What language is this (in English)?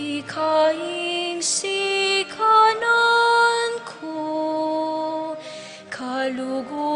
Pampanga